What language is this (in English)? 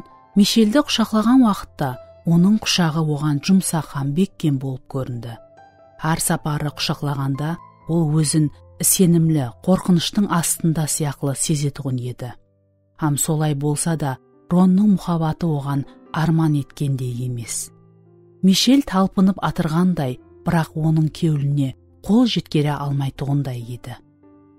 Kara-Kalpak